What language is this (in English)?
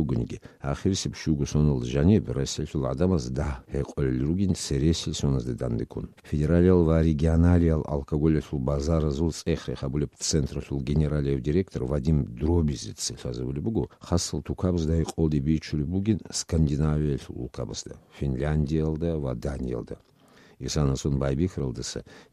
Avaric